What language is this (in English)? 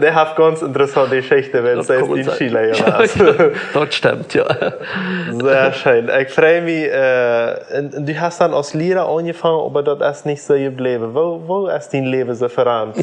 Plautdietsch